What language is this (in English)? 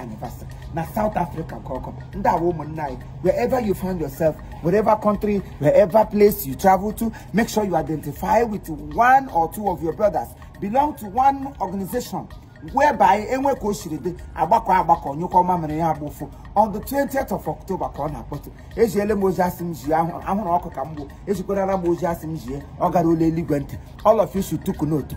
Igbo